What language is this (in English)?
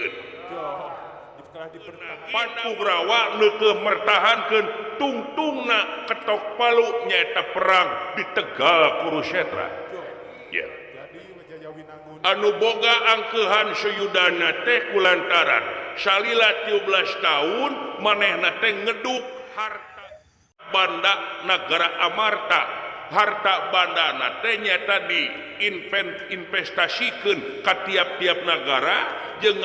Sundanese